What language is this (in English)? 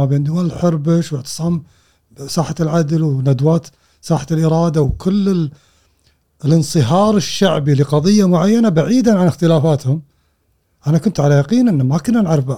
Gulf Arabic